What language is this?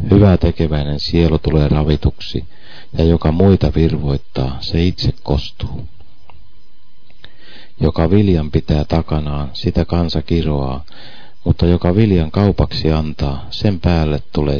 Finnish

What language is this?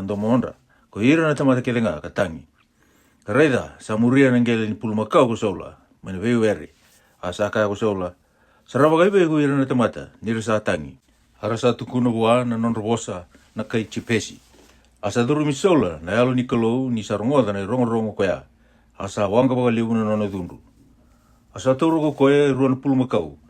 Fijian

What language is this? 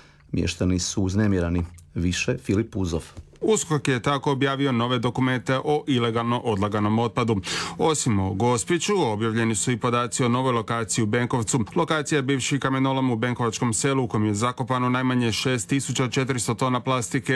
Croatian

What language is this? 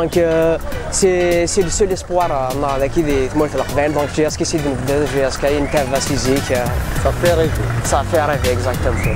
Kabyle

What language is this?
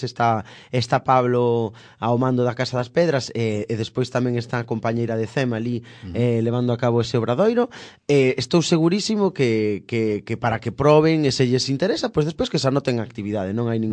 Galician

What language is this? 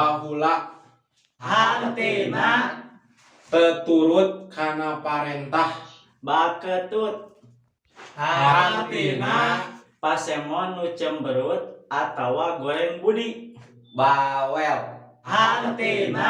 Sundanese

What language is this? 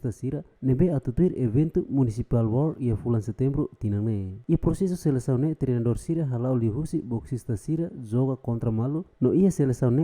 Tetum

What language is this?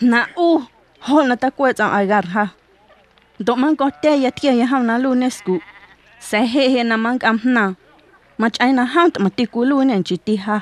Guerrero Amuzgo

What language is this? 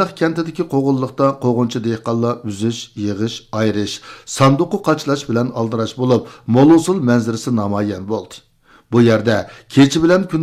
Uyghur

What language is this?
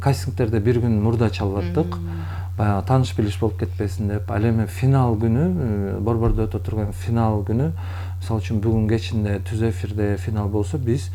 Kyrgyz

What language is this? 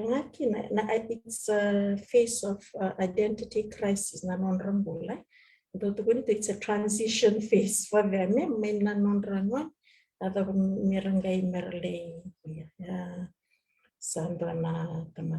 Fijian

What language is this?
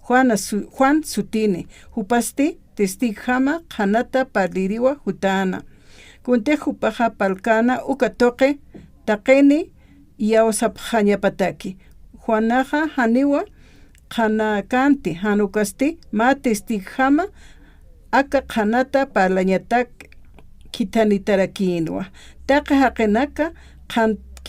Aymara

